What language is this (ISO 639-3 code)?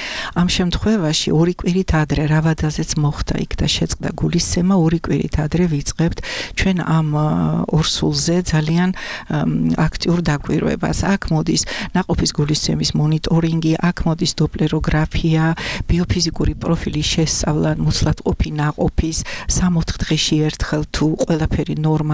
kat